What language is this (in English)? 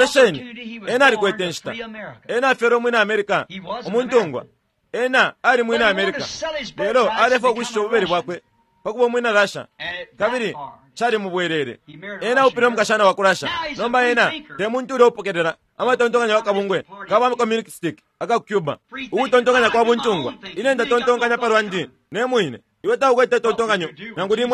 Bemba